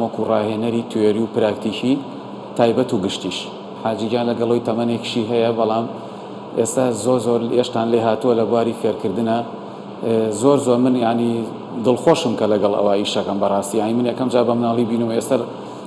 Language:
Central Kurdish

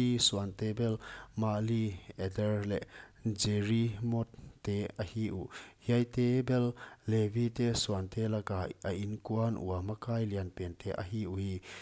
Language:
Paite Chin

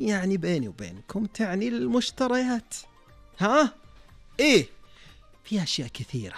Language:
Najdi Arabic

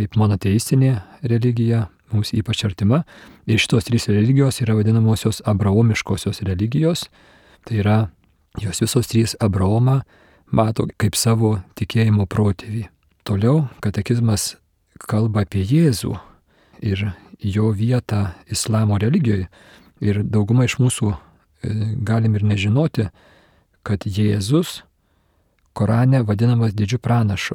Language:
Lithuanian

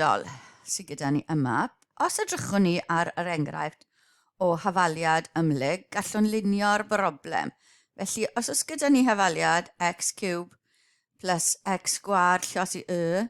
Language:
Welsh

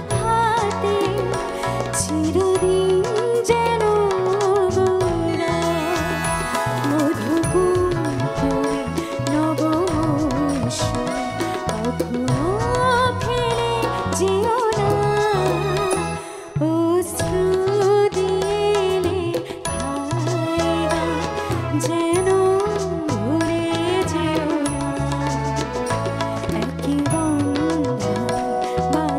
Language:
Bangla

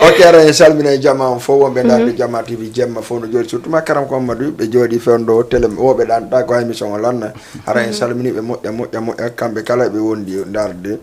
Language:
Fula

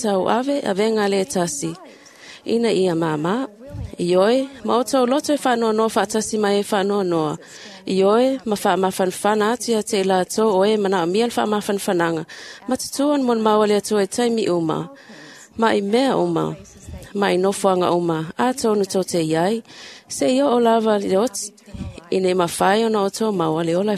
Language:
Samoan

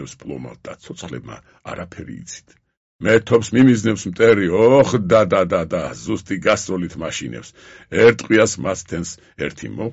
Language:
Georgian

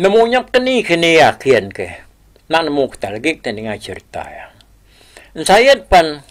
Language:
Iban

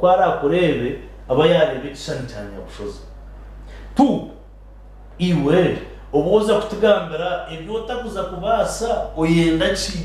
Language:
Nyankole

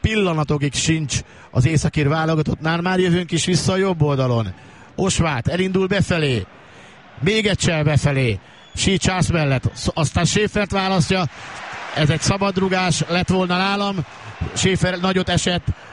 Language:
Hungarian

